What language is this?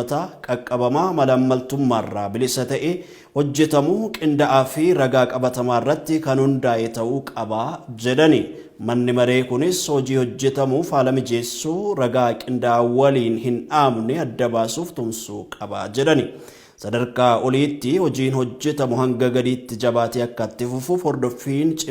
Oromo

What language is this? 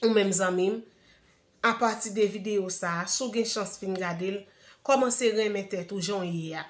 Haitian Creole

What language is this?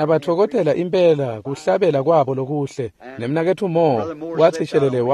Swati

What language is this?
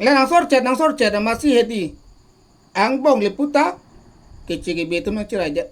Karbi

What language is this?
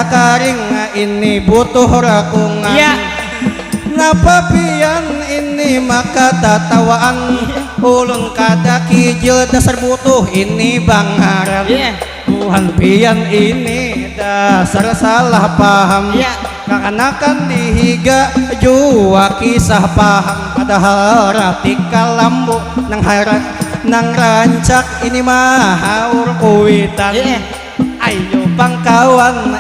Banjar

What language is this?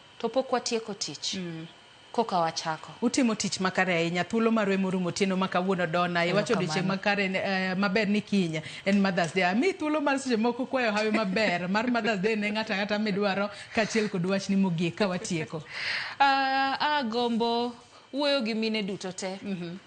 Luo (Kenya and Tanzania)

